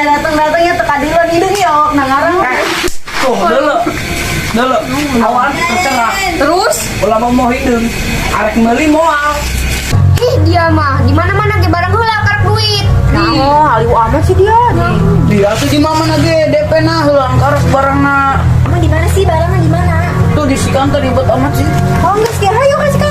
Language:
Sundanese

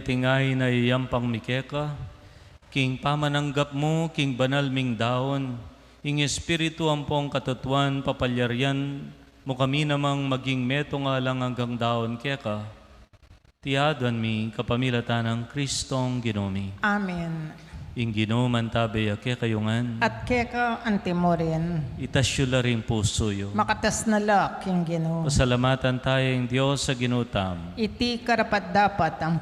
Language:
Pampanga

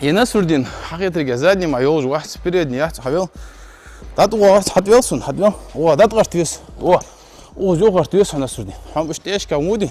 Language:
Ingush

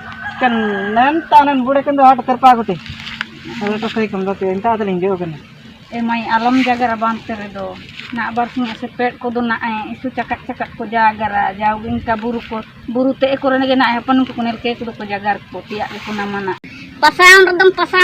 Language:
Ho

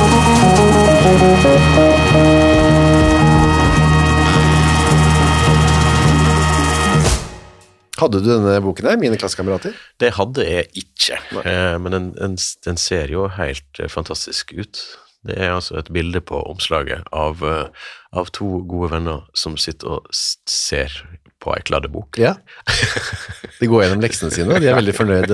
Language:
Norwegian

